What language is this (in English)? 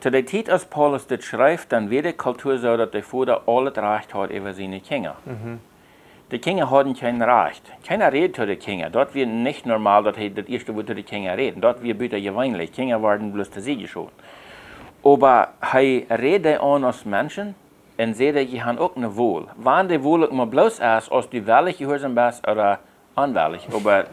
Plautdietsch